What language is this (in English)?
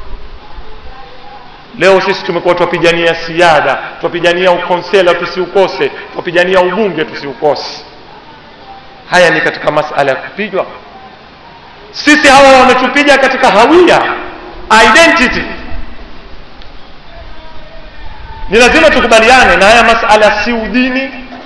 Swahili